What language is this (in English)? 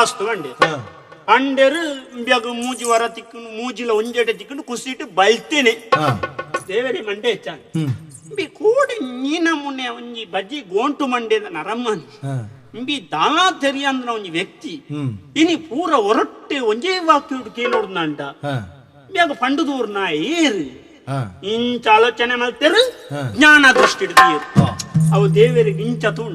Tulu